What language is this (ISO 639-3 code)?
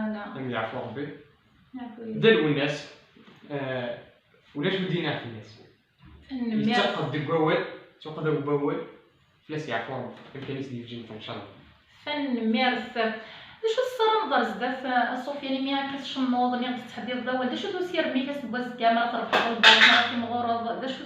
kab